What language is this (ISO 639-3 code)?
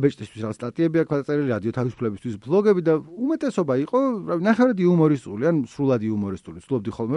kat